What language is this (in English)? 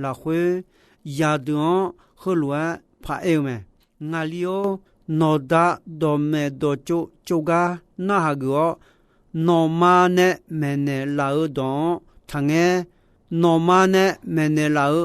Akha